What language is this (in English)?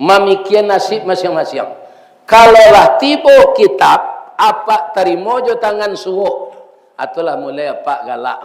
Minangkabau